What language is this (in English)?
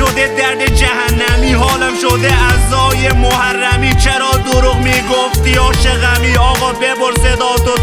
Persian